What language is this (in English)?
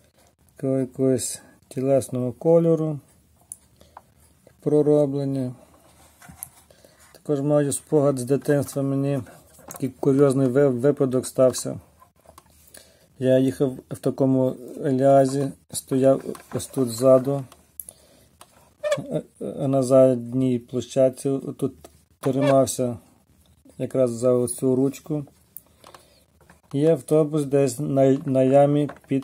Ukrainian